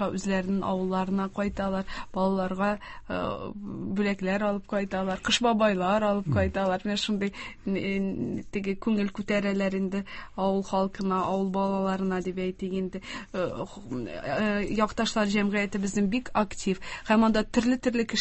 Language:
Tatar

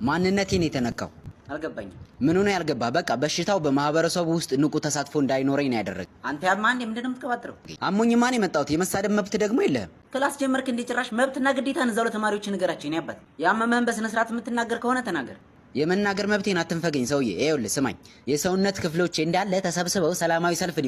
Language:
Amharic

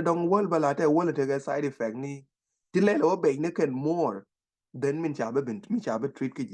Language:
Nuer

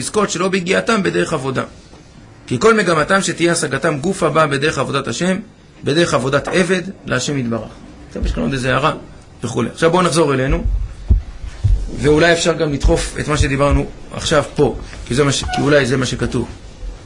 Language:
Hebrew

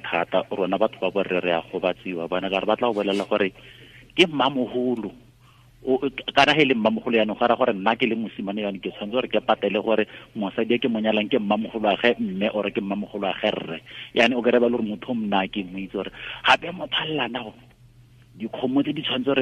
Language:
Tswana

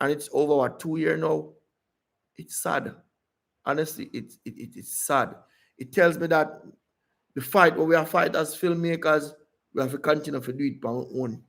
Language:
Jamaican Creole English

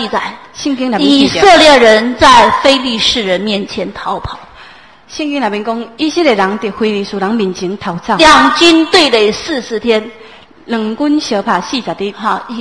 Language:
Chinese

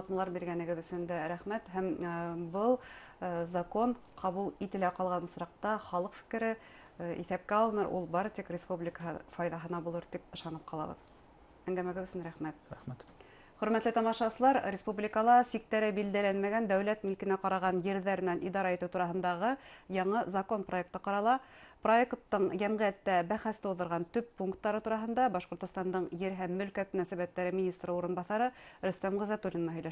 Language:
Bashkir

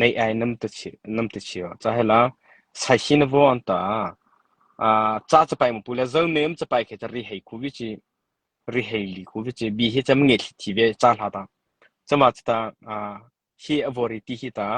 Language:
Mara Chin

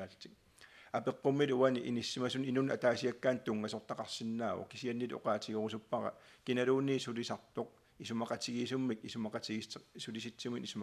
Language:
Kalaallisut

